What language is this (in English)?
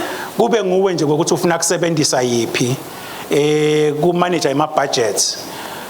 Swati